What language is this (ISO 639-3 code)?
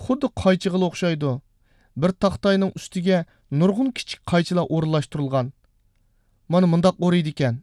uig